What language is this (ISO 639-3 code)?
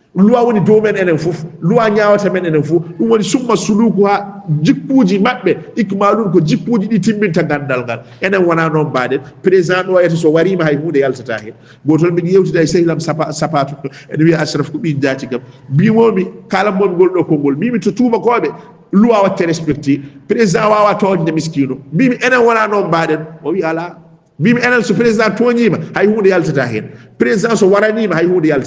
ful